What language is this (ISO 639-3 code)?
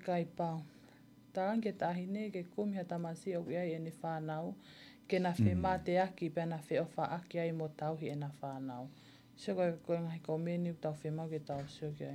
ton